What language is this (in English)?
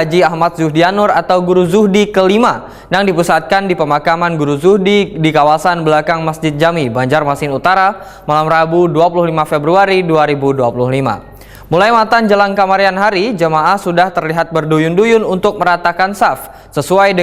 Banjar